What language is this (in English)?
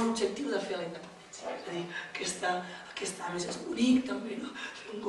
Catalan